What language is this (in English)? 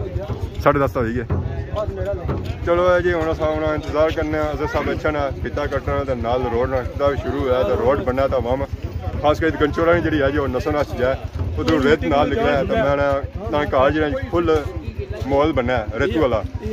Pahari-Potwari